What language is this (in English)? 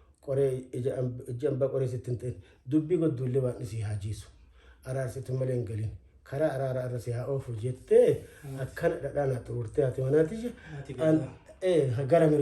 Oromo